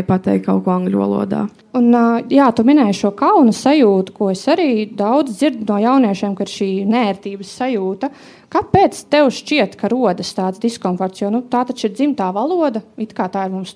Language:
Latvian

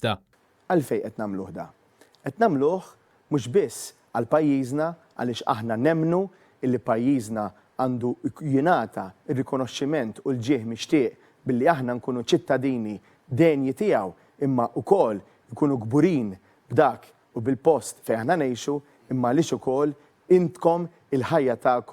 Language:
Maltese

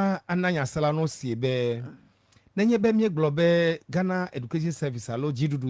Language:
Ewe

